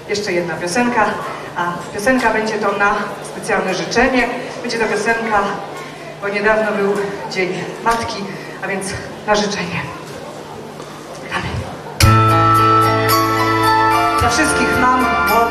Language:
Polish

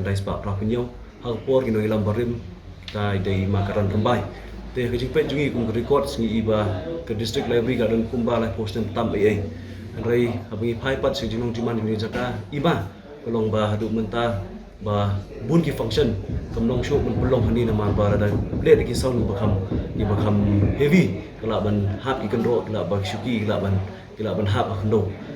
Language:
Khasi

